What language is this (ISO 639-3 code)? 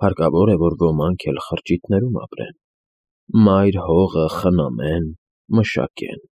hye